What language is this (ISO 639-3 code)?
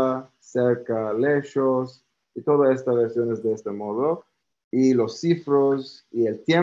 lad